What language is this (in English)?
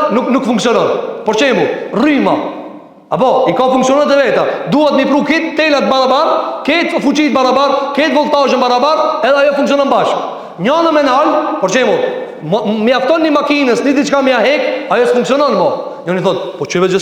Albanian